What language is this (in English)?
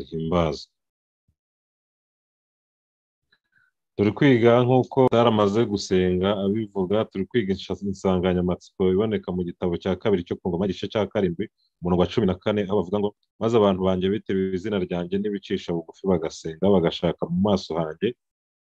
Kinyarwanda